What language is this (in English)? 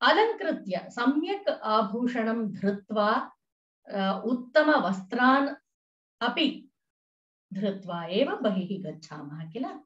Sanskrit